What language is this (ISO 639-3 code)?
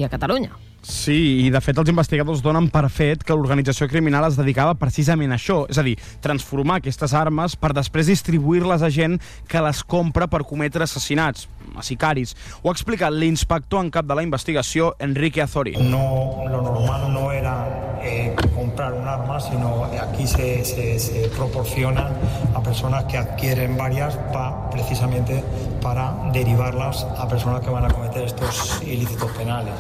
cat